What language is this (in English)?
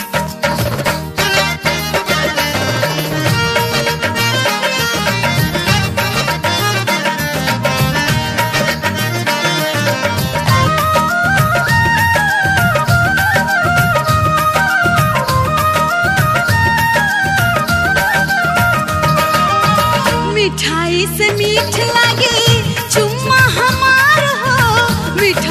Bhojpuri